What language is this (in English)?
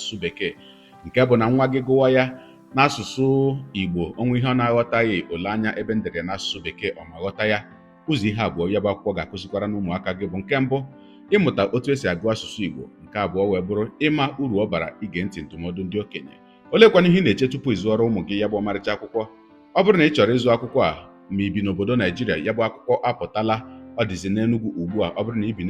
Igbo